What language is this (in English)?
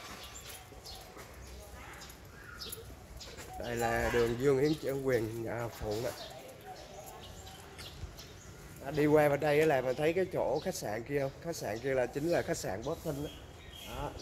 Vietnamese